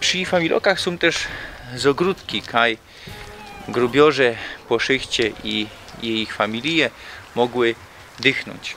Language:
Silesian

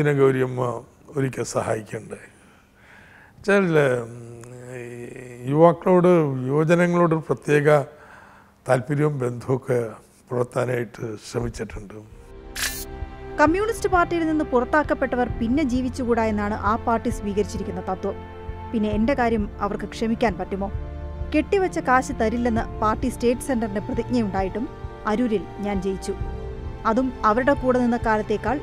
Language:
Malayalam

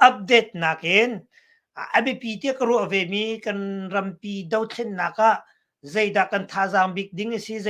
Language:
Hakha Chin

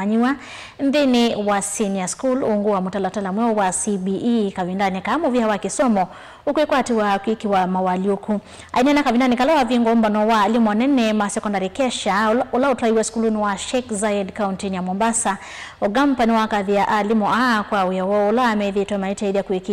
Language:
Kamba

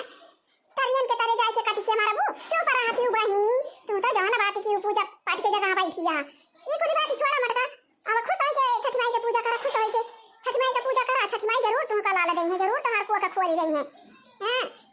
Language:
Awadhi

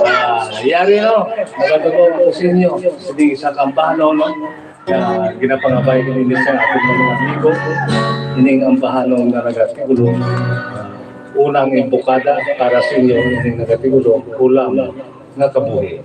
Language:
Hiligaynon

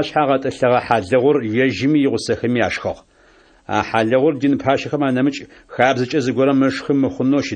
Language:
Adyghe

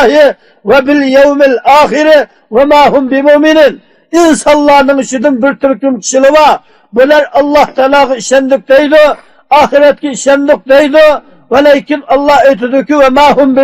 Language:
Uyghur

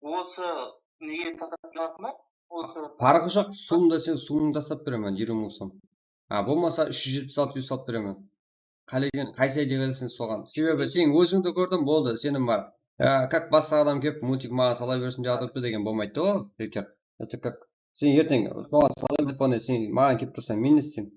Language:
Kara-Kalpak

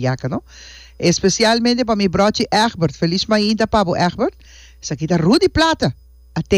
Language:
Papiamento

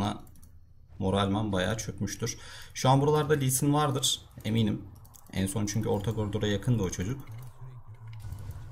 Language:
Turkish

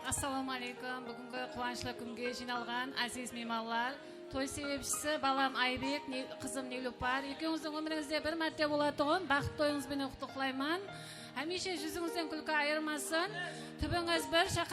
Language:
Kara-Kalpak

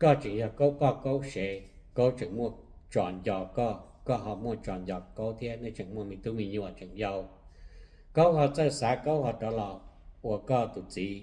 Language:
Hmong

